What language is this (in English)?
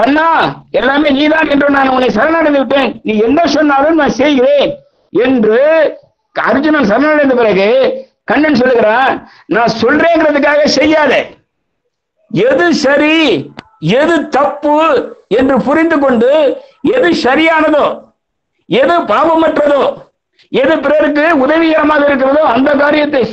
Tamil